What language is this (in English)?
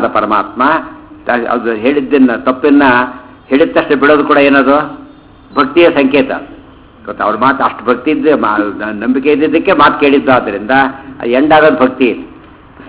Kannada